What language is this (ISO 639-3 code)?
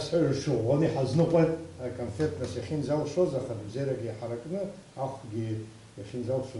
abk